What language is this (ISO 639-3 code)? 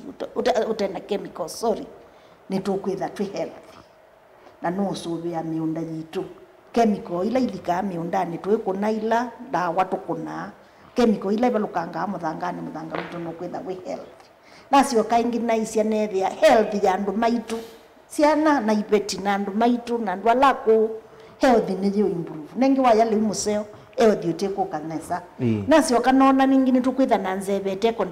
kam